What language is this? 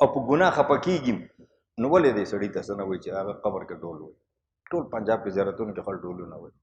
Pashto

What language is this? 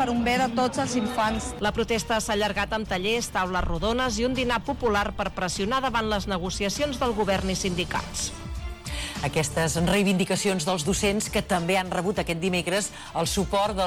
Catalan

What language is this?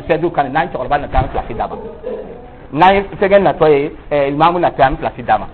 Dyula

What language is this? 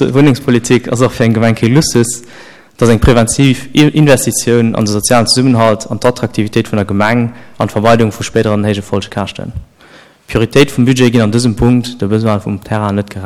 Luxembourgish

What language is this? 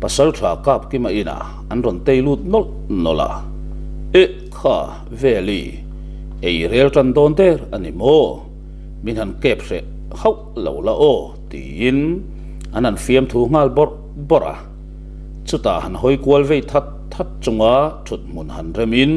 Mizo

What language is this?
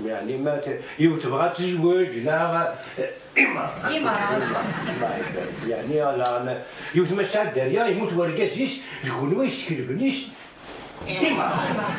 Kabyle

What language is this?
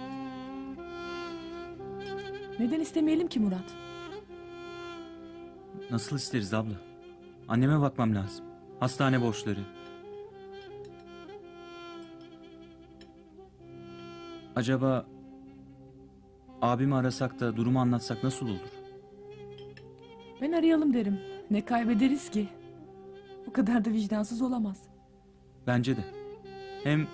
Turkish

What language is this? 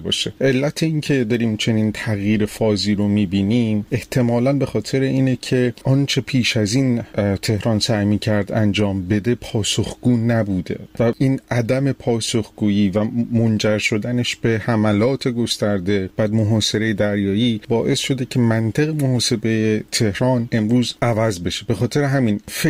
Persian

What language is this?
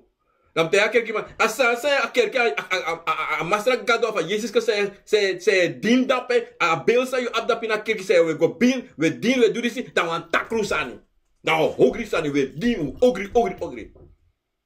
Sranan Tongo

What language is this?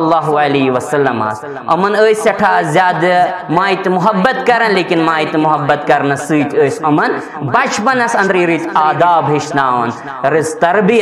Kashmiri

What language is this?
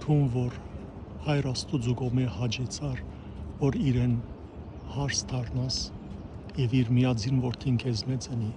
Western Armenian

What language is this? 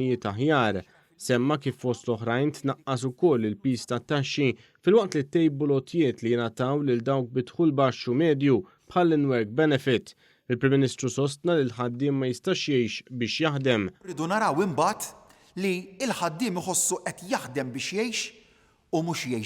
Maltese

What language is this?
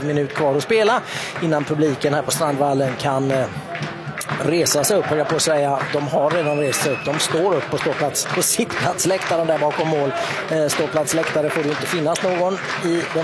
Swedish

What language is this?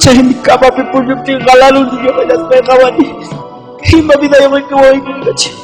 Ayacucho Quechua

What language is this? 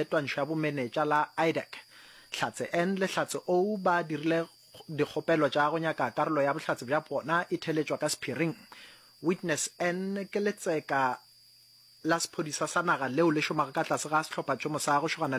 Northern Sotho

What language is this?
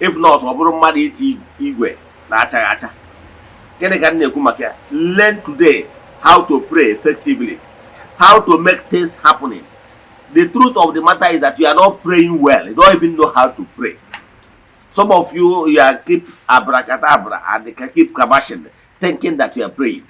Igbo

